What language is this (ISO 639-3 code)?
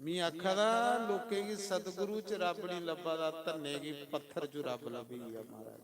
doi